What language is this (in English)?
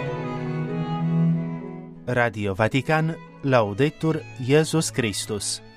Romanian